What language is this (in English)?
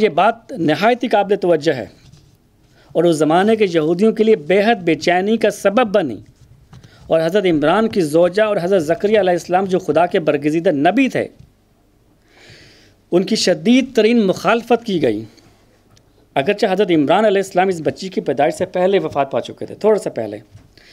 Urdu